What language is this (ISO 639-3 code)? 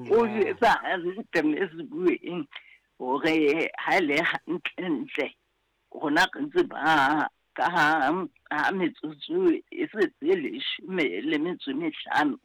sot